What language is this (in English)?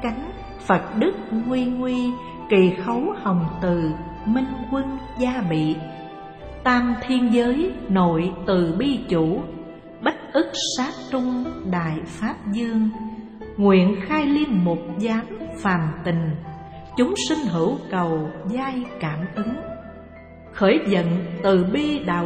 Vietnamese